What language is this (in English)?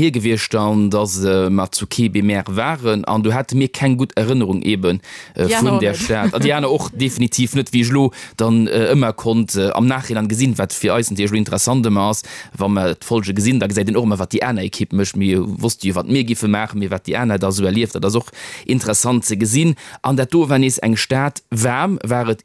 Luxembourgish